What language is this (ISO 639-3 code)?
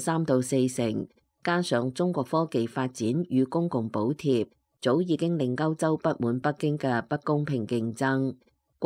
yue